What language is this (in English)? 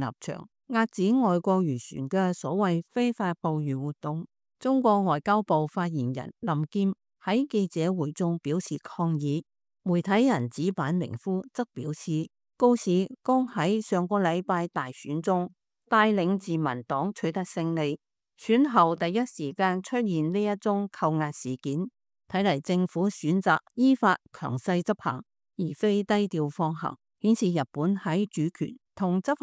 Cantonese